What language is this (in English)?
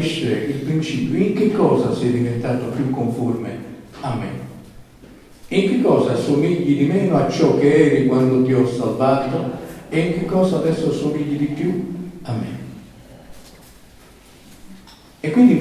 Italian